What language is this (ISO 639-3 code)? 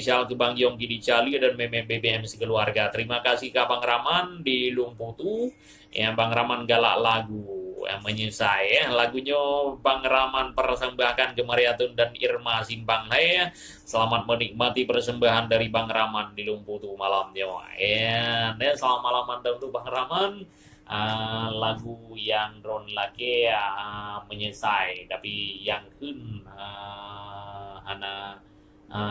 ace